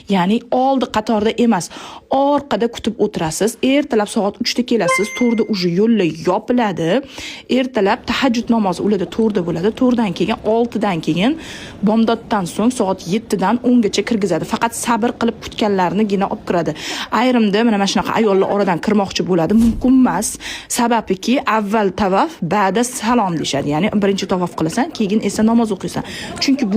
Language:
Uzbek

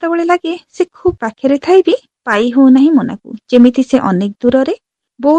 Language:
Odia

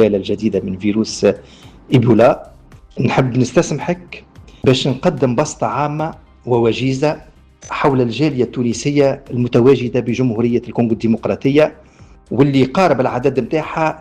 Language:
Tunisian Arabic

